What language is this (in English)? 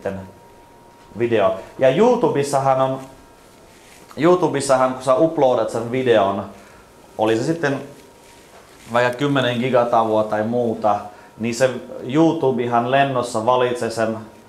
Finnish